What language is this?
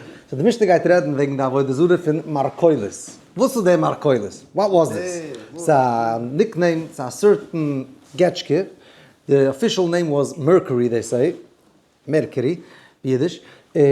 Yiddish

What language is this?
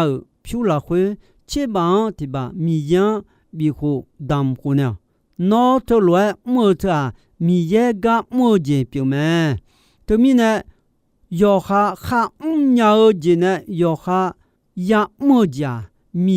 Akha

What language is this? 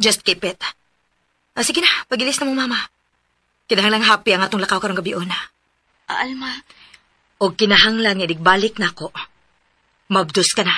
Cebuano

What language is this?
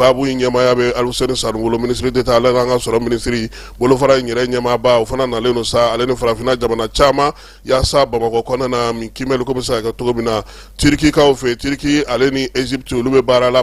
Bambara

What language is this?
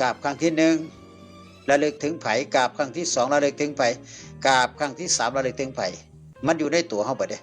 Northeastern Thai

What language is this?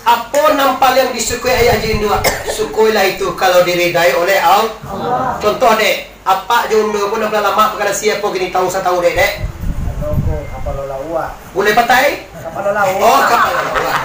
Minangkabau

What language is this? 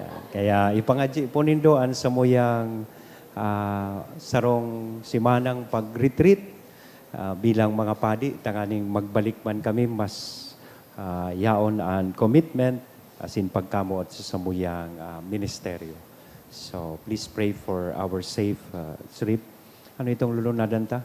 Bikol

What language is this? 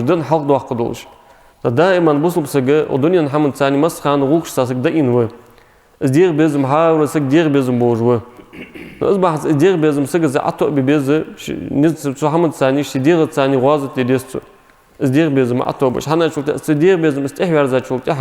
Ingush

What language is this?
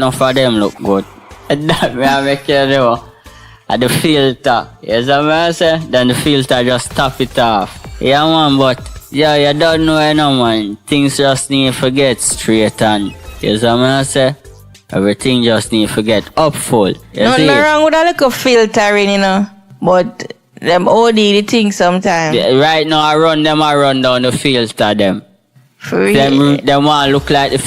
Jamaican Creole English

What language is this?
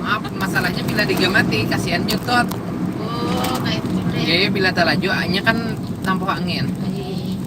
Banjar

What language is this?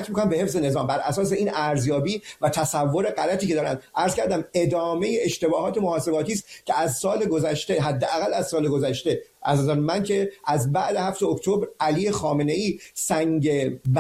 Persian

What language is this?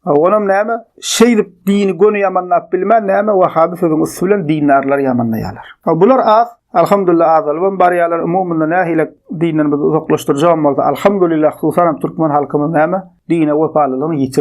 Turkmen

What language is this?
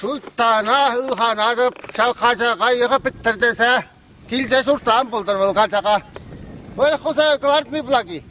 Chuvash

